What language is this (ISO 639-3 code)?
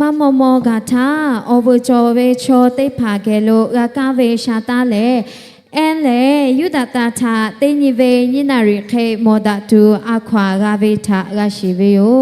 lhu